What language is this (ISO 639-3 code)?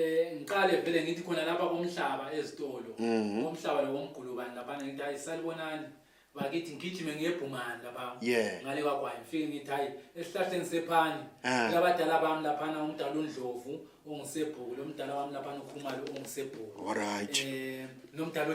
nde